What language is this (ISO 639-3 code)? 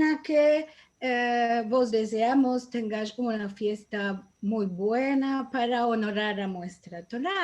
lad